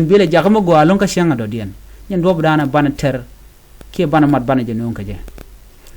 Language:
Nuer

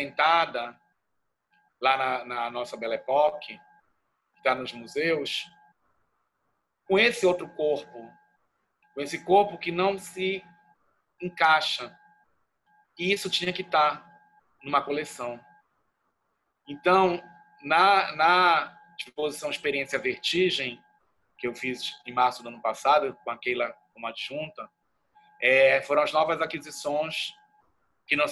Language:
Portuguese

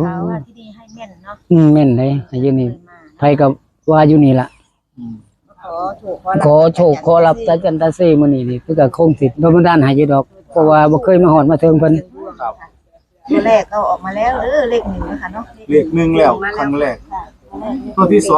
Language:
Northeastern Thai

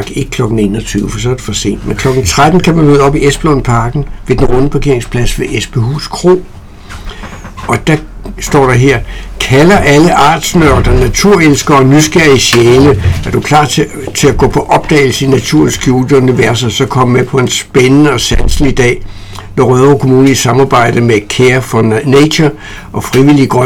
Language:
Danish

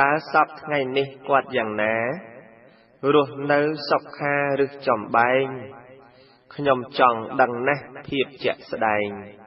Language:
Khmer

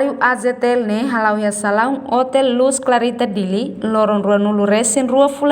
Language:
Tetum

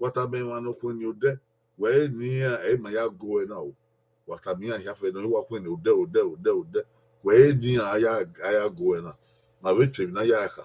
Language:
Bini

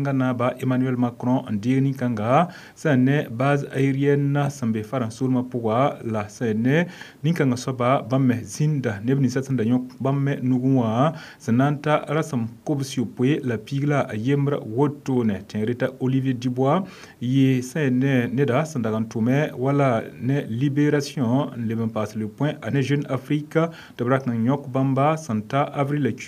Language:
Mossi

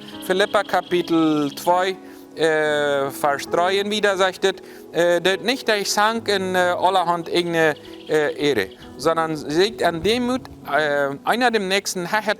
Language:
Plautdietsch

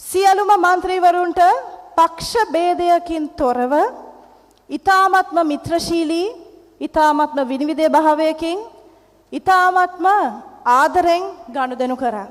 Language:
Sinhala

